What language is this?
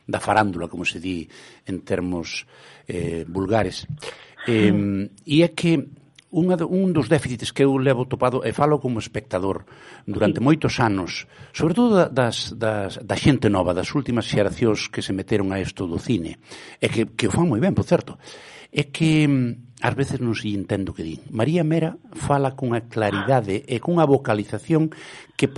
Galician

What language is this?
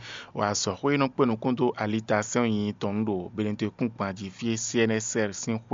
Fon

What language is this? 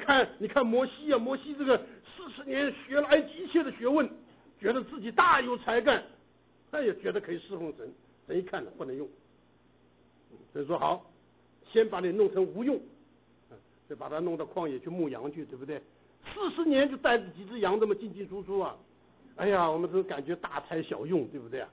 Chinese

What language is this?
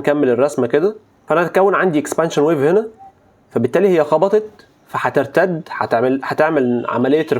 Egyptian Arabic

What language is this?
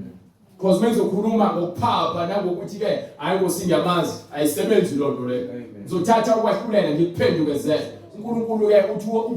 Zulu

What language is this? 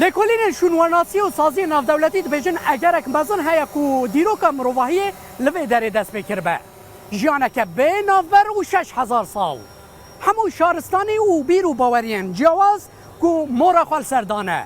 Kurdish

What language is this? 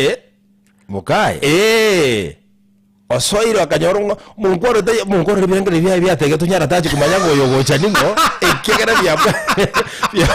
Gusii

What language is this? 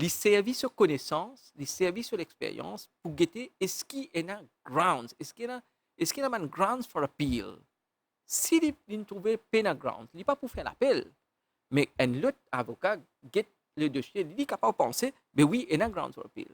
Morisyen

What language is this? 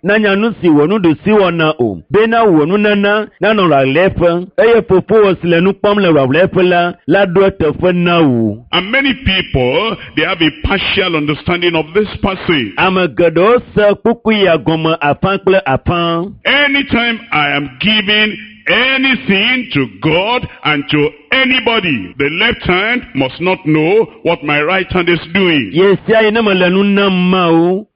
Ewe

